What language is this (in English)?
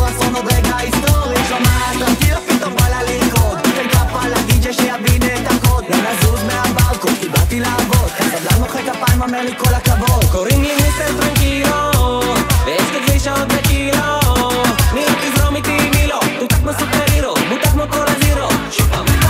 Hebrew